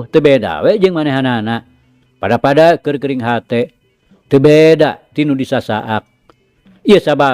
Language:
Sundanese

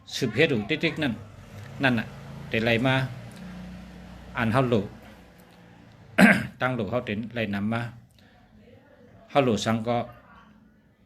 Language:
Shan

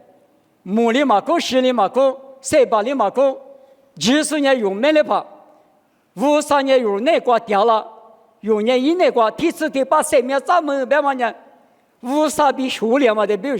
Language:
Lisu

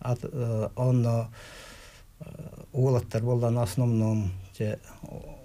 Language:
Yakut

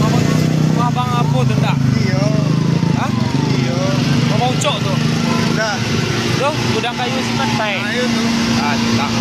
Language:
Minangkabau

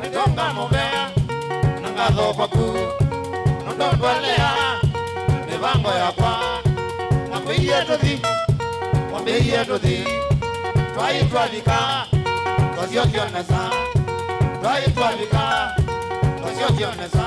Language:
Kamba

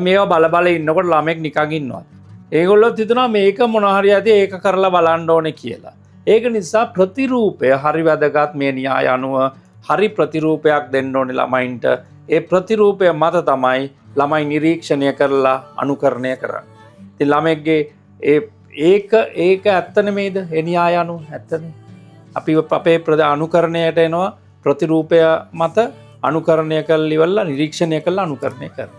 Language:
Sinhala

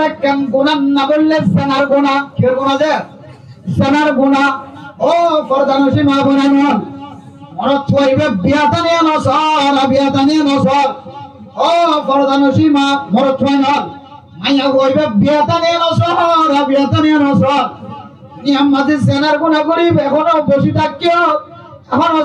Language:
Rohingya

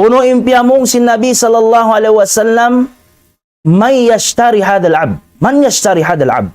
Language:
Tausug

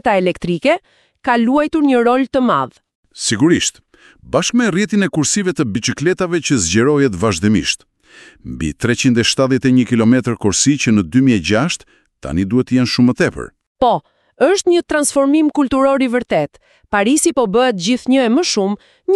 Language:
Albanian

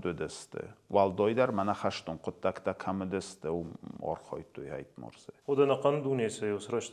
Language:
Ossetic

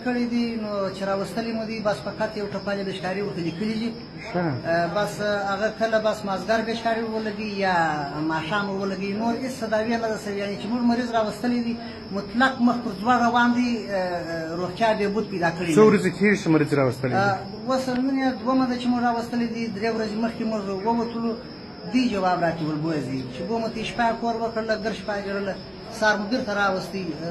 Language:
Pashto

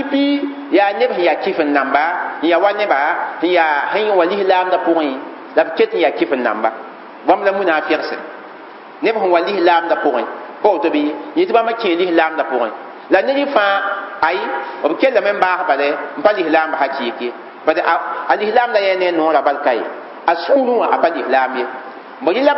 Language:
Mossi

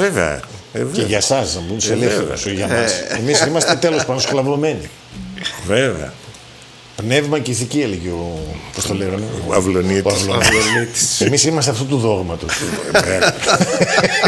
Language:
Greek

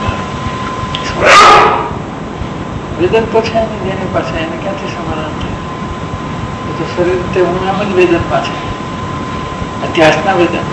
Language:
Gujarati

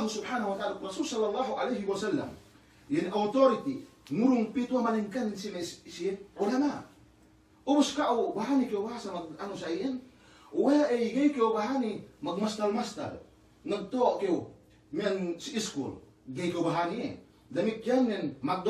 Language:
Yakan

